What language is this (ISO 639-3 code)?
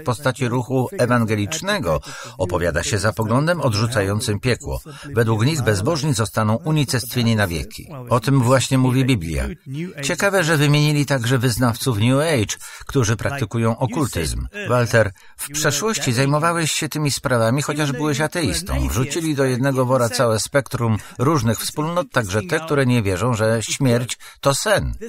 pol